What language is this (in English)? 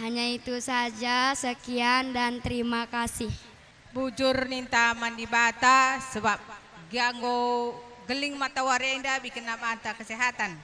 Batak Karo